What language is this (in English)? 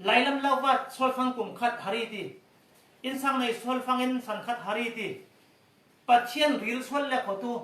Falam Chin